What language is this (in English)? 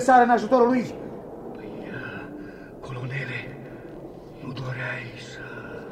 Romanian